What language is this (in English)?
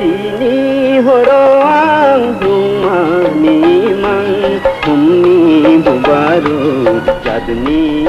Kok Borok